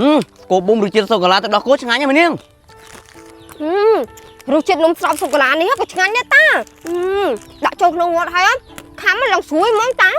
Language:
Khmer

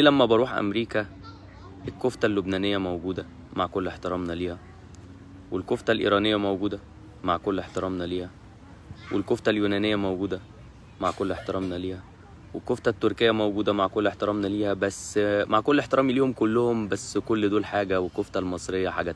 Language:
Egyptian Arabic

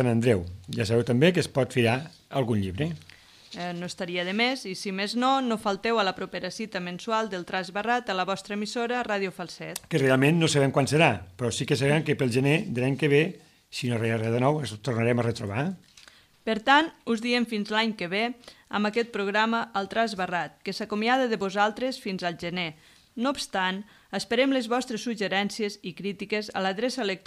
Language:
Catalan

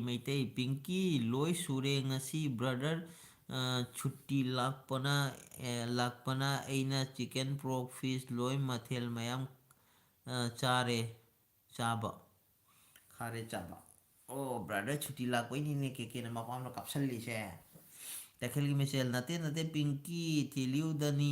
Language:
Manipuri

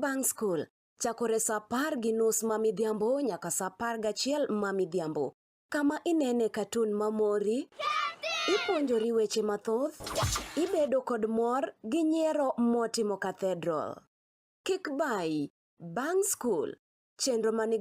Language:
Luo (Kenya and Tanzania)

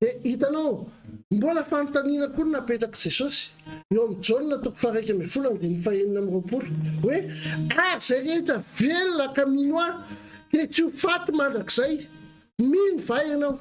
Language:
Malagasy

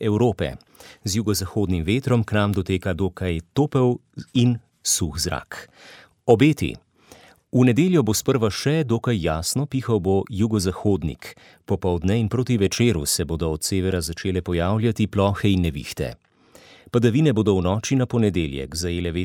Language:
Slovenian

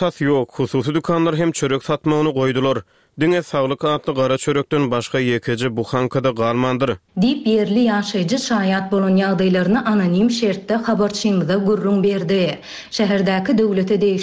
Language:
Turkmen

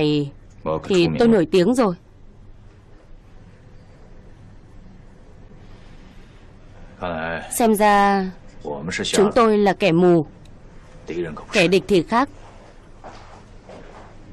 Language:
Vietnamese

